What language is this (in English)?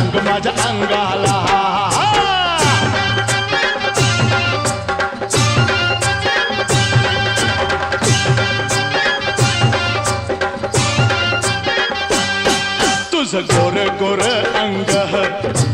Marathi